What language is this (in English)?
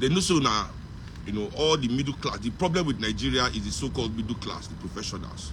Nigerian Pidgin